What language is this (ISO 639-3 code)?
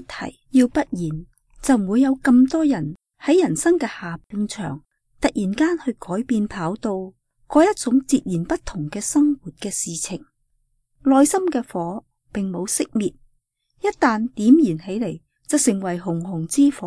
yue